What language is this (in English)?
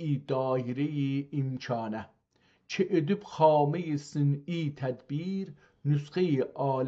South Azerbaijani